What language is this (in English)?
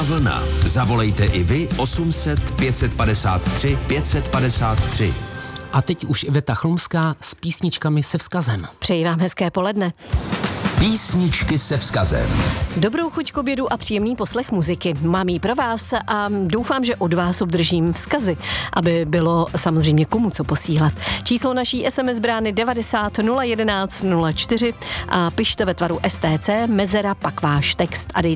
Czech